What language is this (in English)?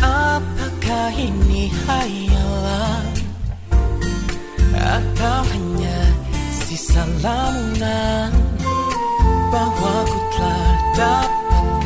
Indonesian